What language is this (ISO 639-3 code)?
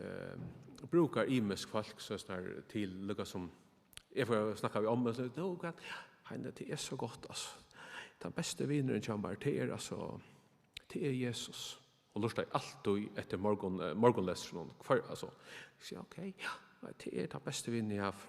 fao